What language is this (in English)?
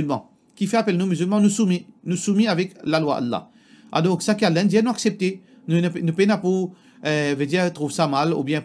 Morisyen